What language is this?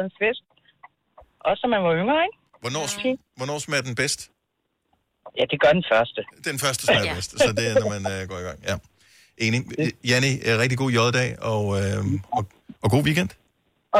Danish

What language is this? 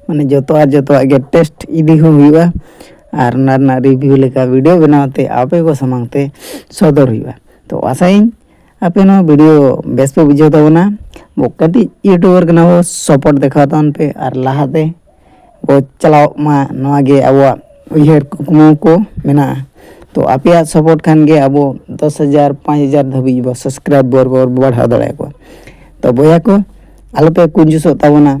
Santali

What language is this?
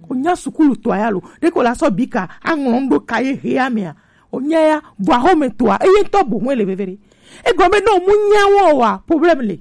Gen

